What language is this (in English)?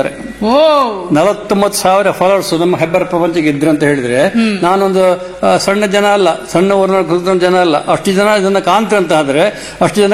Kannada